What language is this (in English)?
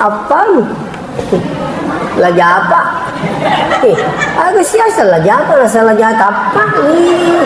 Buginese